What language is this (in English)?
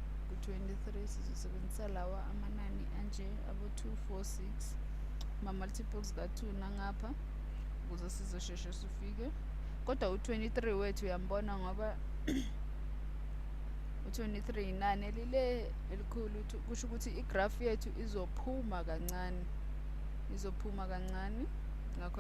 Zulu